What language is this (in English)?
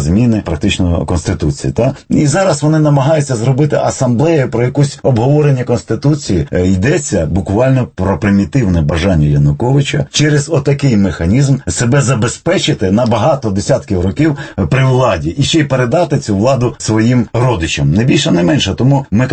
Ukrainian